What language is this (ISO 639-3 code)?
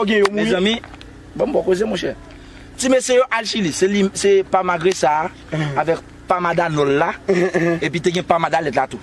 hat